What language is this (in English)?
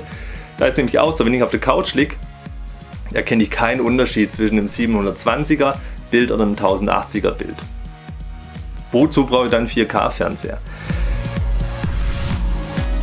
German